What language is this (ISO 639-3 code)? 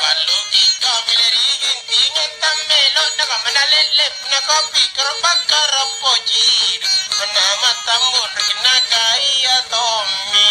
mak